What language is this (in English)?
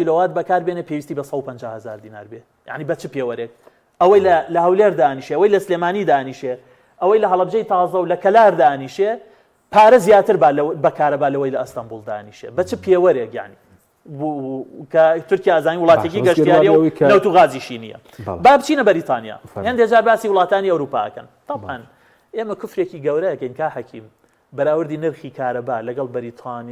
Central Kurdish